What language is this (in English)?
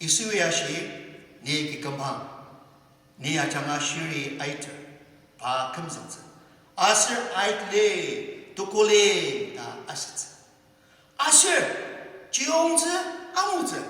Ao Naga